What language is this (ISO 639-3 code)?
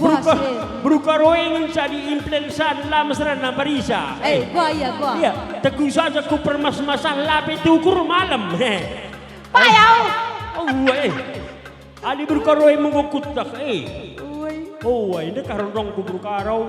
btx